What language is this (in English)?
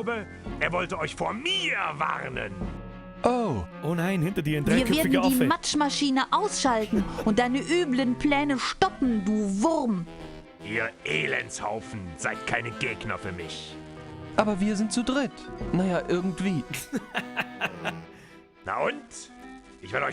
Bavarian